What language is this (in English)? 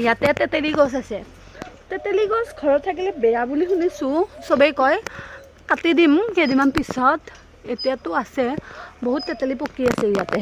Assamese